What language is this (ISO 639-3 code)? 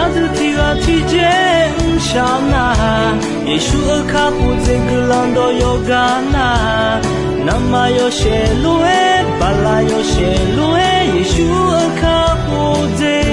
ahk